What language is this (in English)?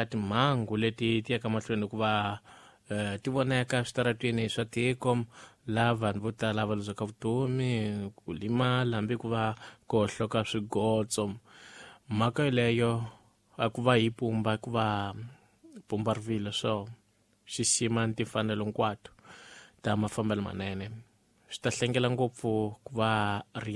Tsonga